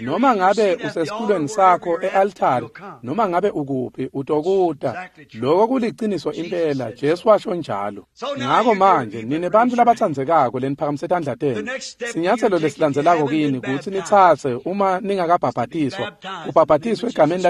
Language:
Swati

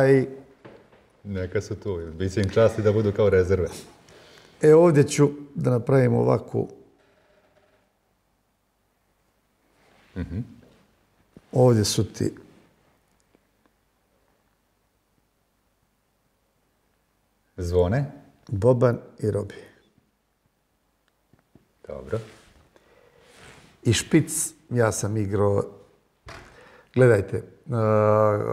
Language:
Bosnian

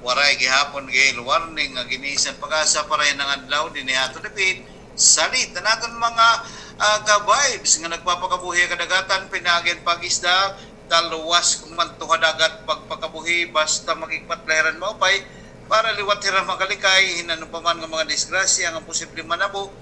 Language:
Waray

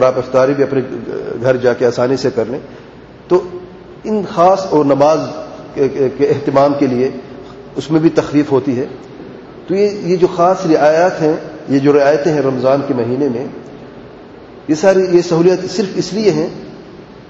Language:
Urdu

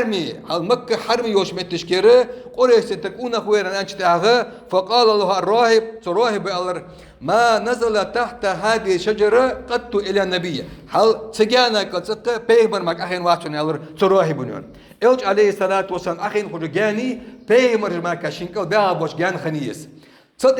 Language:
Ingush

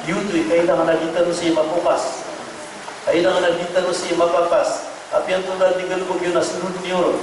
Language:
Maranao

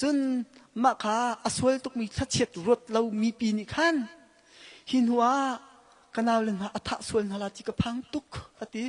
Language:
Hakha Chin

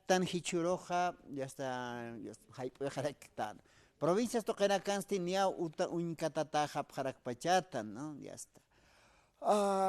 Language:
Aymara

